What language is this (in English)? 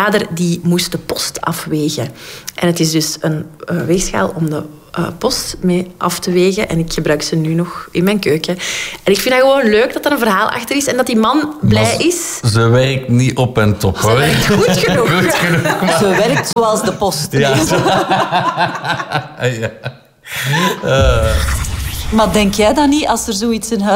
Dutch